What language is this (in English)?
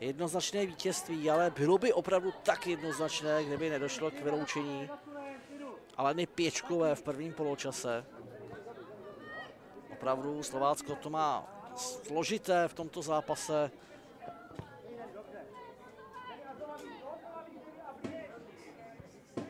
Czech